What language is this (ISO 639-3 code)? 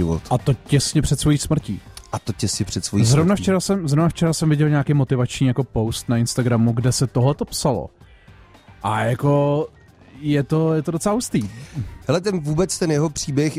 ces